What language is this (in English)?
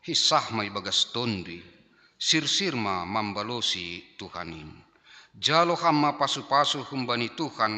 Batak Simalungun